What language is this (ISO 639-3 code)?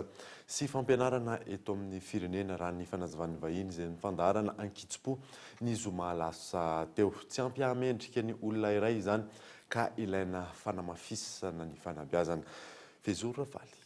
mlg